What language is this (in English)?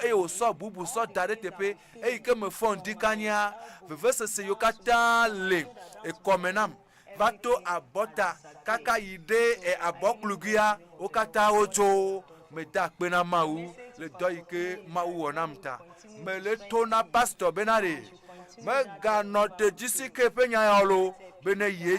Ewe